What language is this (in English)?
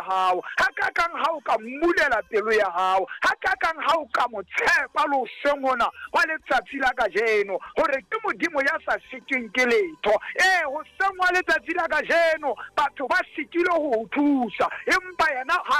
Southern Sotho